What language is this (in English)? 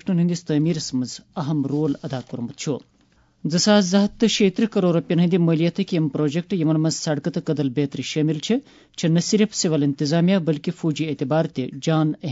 Kashmiri